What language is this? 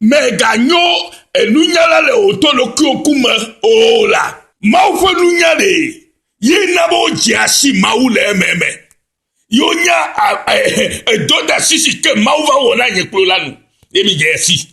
Ewe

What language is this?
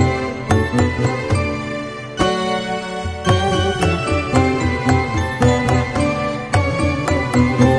Telugu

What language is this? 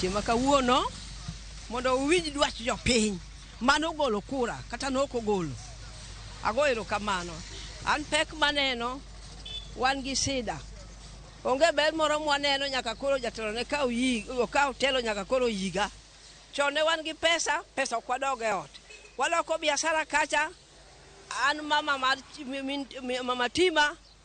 Luo (Kenya and Tanzania)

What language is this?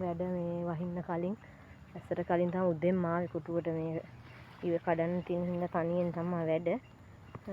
Sinhala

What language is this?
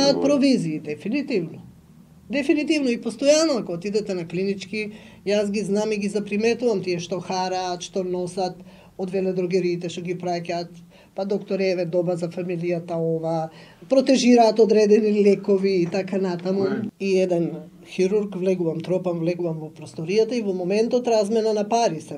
Macedonian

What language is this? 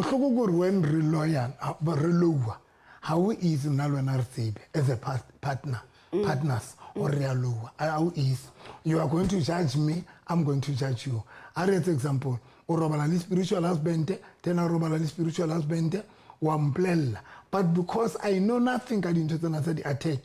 Southern Sotho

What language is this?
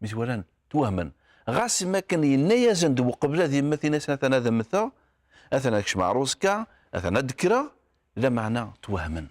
Kabyle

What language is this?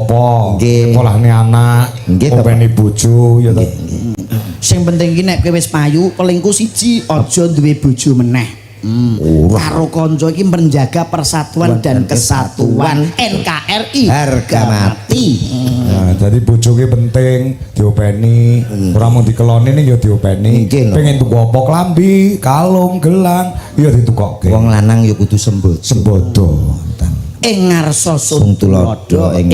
Javanese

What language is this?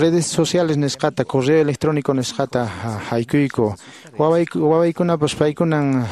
Quechua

